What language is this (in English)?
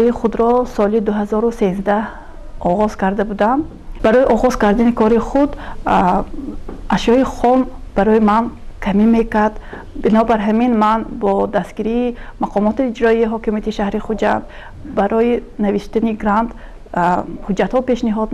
Tajik